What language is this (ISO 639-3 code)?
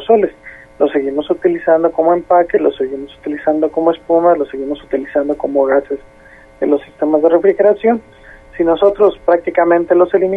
spa